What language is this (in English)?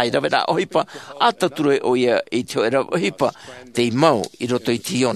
Tahitian